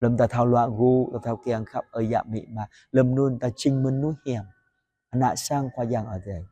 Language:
Jarai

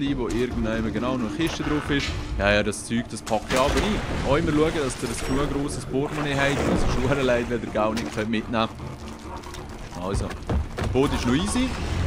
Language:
Swiss German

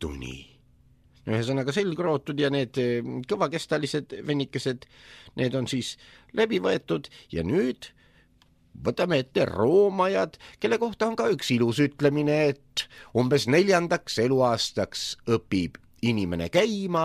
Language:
Estonian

